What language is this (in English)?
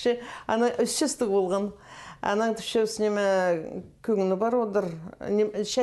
Khakas